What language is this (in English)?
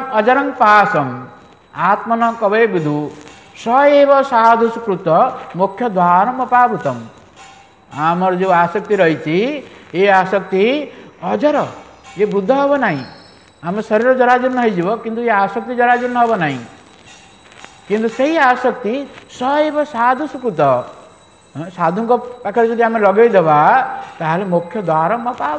Odia